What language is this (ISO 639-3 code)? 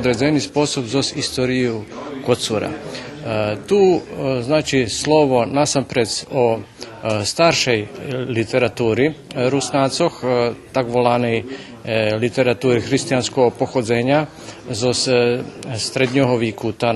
rue